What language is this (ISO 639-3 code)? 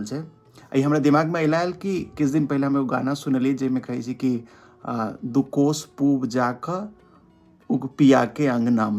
mai